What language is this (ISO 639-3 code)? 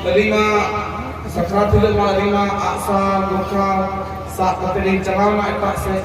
sat